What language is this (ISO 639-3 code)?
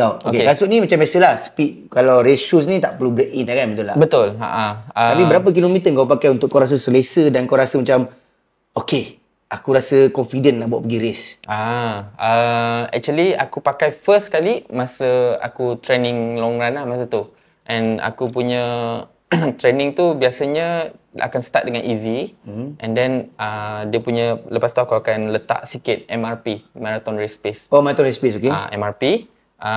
msa